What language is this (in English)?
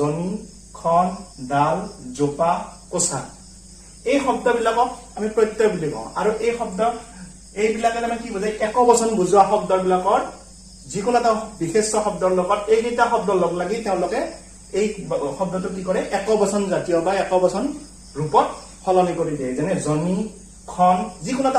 Assamese